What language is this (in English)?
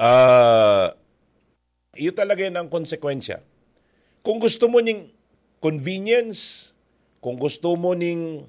Bikol